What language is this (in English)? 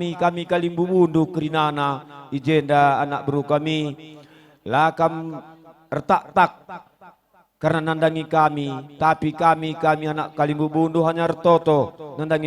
Batak Karo